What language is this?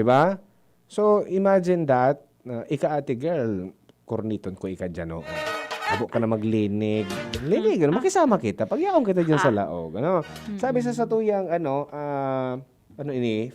Bikol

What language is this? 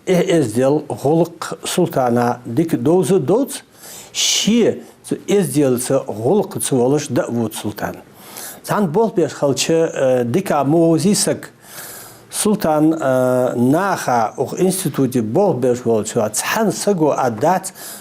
Ingush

